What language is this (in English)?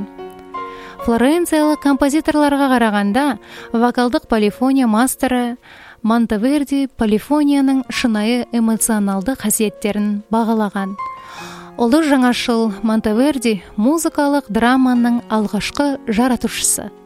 Kazakh